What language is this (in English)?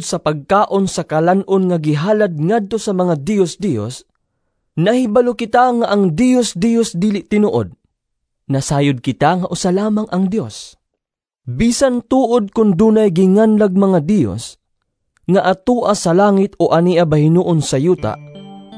Cebuano